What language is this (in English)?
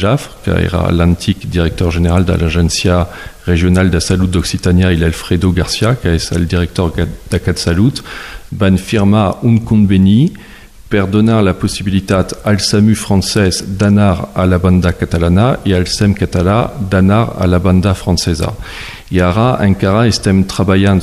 Catalan